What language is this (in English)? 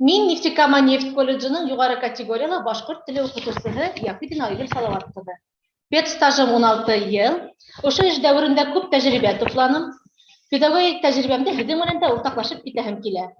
Bashkir